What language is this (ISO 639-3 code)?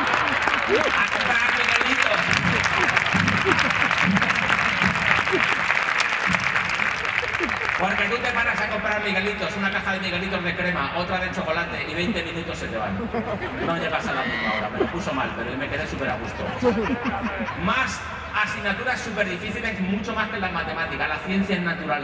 spa